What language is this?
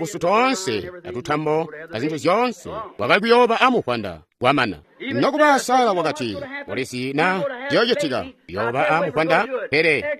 Tonga (Zambia)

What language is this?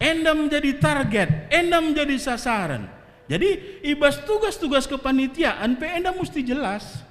Batak Karo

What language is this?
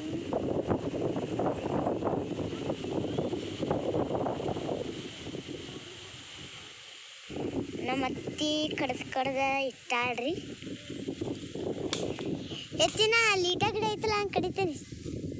Kannada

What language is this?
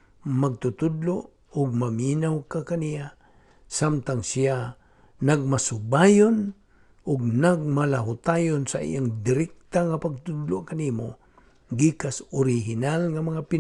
Cebuano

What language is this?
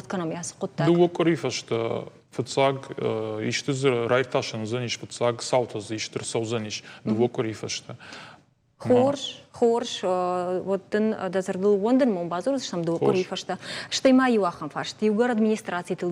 Ossetic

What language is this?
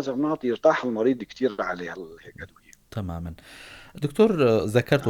North Levantine Arabic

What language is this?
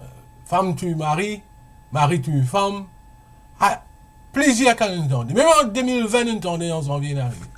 Morisyen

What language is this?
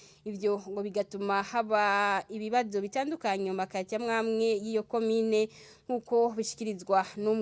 Rundi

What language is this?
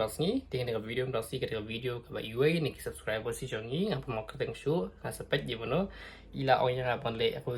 Khasi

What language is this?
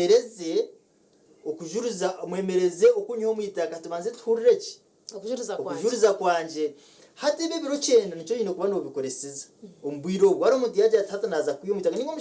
Nyankole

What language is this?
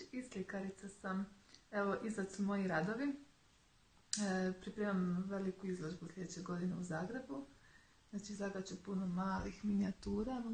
Croatian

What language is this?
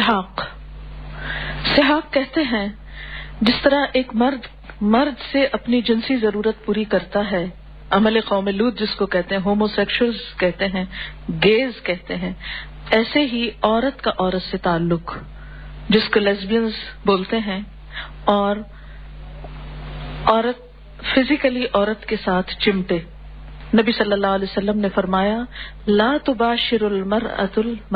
Urdu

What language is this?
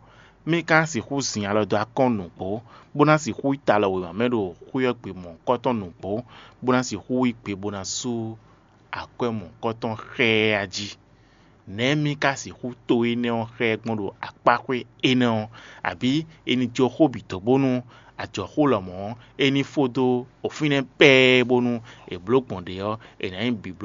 Fon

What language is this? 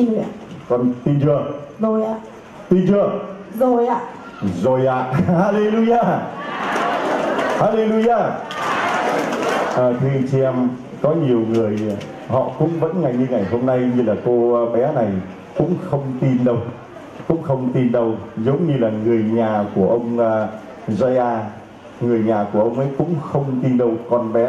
Vietnamese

